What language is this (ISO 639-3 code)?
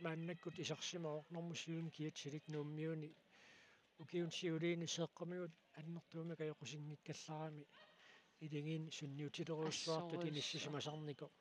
kal